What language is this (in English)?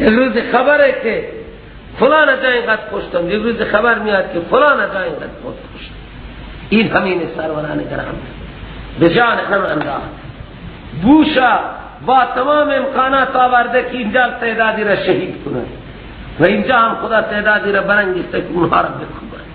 Persian